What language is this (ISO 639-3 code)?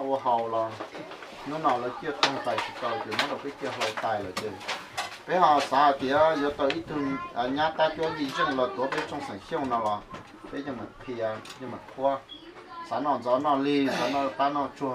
hmn